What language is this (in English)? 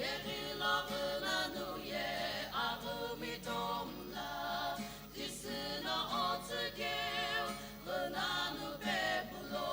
Sumi Naga